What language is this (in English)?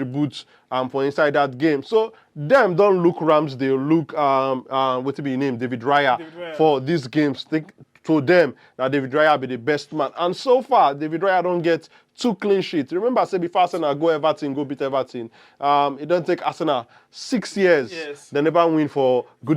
Nigerian Pidgin